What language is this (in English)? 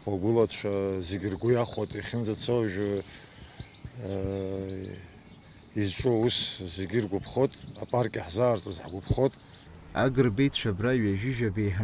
Abkhazian